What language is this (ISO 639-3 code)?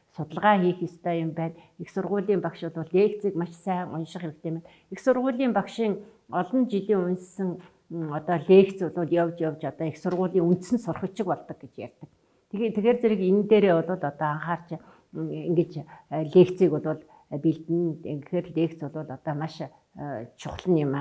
mon